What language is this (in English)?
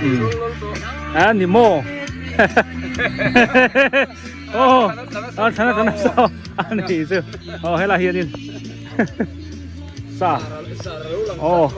Biete